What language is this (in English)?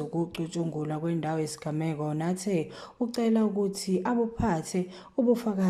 Zulu